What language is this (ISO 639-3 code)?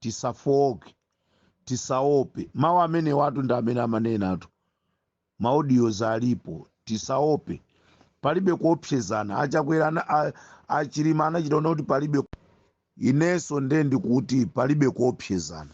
nya